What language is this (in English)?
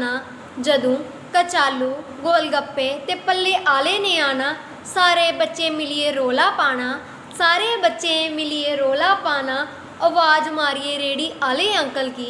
Dogri